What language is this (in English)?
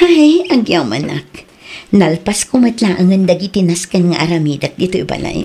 Iloko